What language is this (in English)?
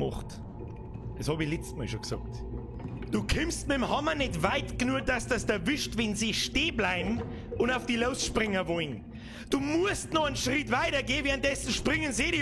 Bavarian